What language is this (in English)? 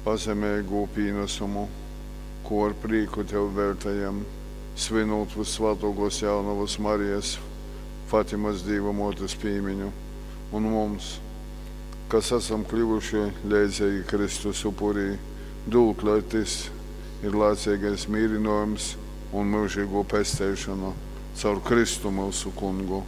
Latgalian